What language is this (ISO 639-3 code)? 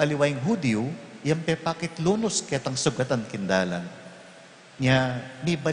pam